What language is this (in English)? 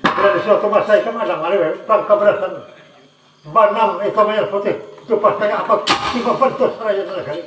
Banjar